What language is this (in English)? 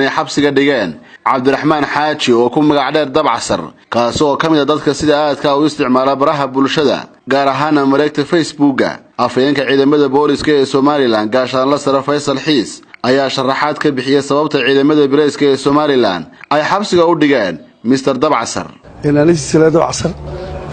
Somali